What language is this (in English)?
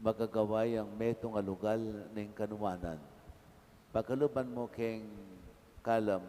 Pampanga